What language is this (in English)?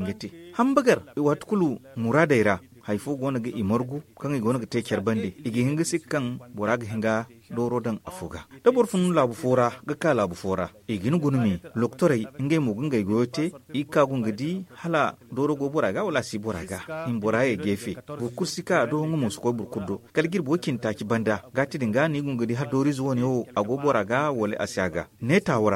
Zarma